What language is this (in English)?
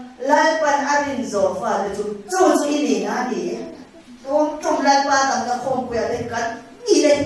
Mizo